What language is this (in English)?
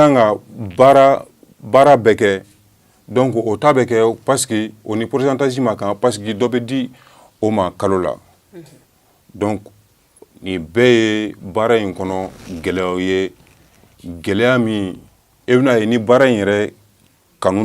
Bambara